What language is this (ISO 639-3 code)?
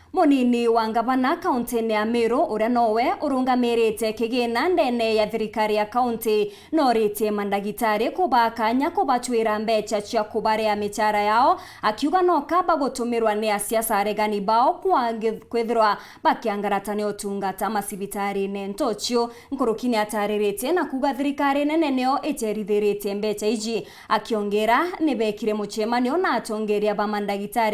mer